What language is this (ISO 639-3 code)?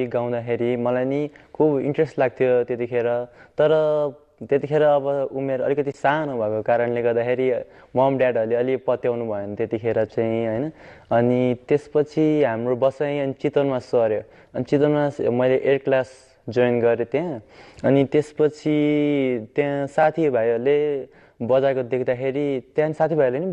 nep